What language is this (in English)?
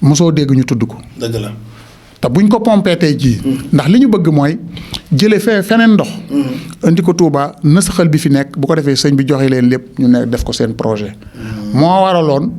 Wolof